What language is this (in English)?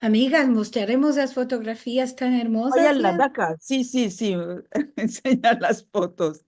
Ladino